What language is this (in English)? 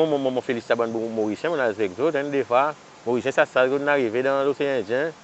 Seselwa Creole French